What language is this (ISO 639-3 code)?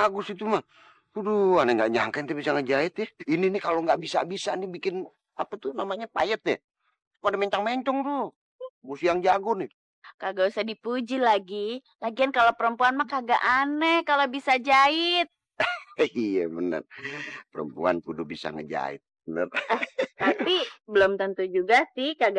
bew